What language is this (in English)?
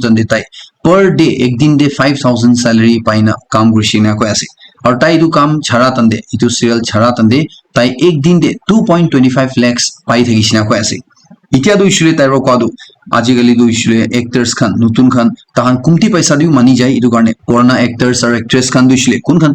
Naga Pidgin